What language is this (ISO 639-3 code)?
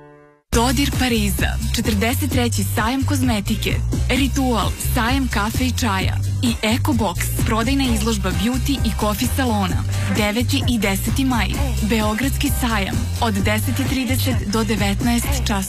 srp